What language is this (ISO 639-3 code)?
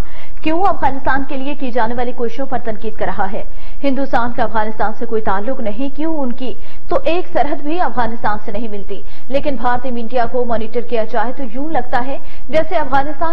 urd